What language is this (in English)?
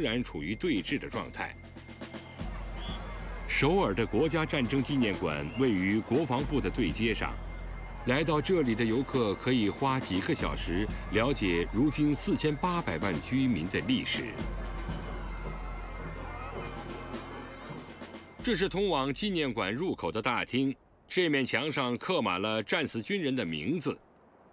Chinese